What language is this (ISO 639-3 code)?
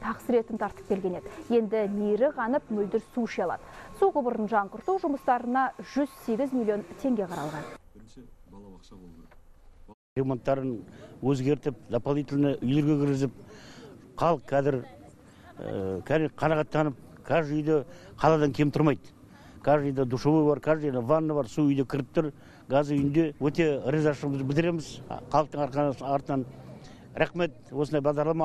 kaz